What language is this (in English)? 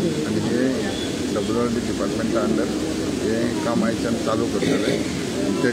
Konkani